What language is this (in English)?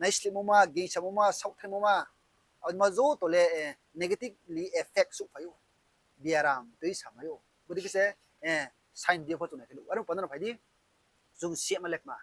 Riang (India)